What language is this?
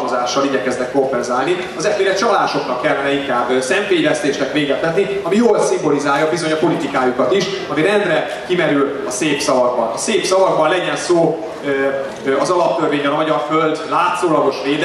Hungarian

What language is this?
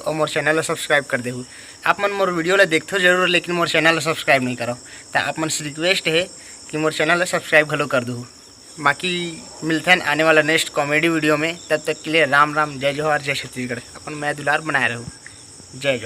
Chhattisgarhi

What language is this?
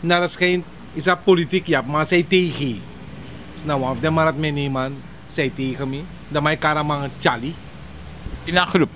Sranan Tongo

